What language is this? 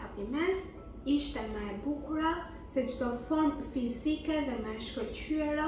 Albanian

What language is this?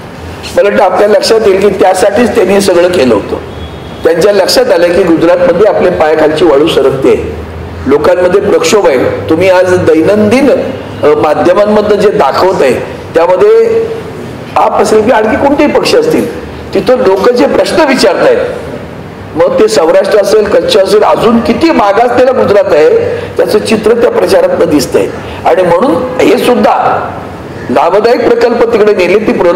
Marathi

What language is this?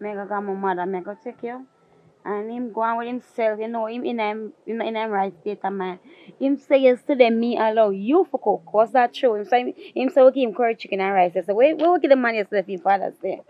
Jamaican Creole English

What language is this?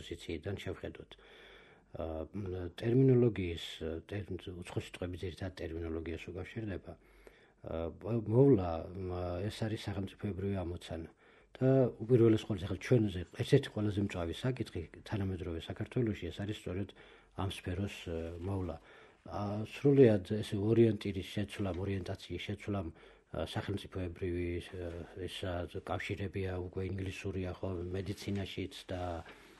Georgian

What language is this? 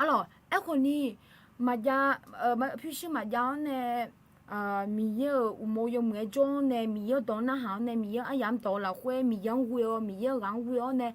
Akha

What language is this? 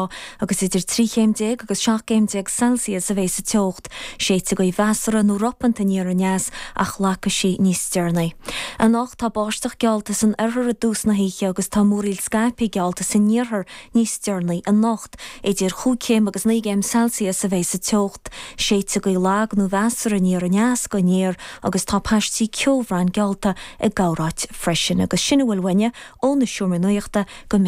Irish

